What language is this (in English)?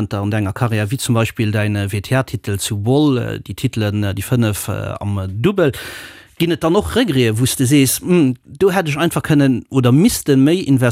Luxembourgish